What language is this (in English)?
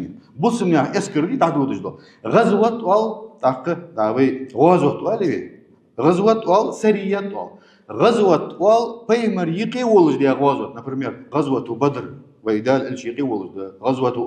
Ingush